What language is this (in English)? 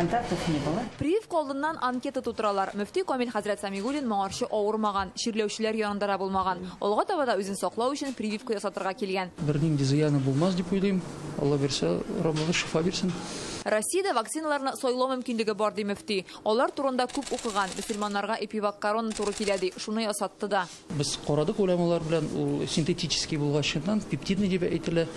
Tatar